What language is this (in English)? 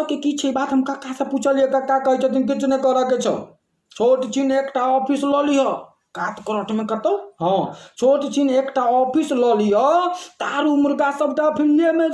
Maithili